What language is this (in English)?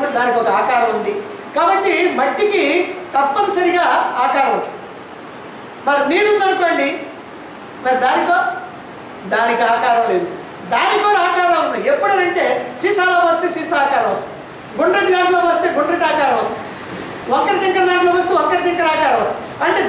Telugu